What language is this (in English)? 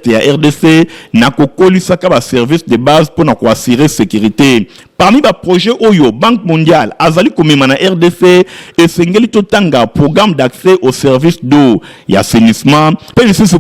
Lingala